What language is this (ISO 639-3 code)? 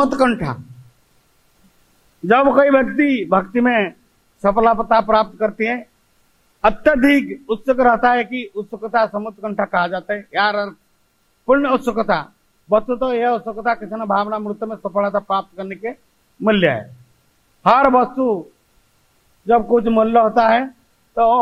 hin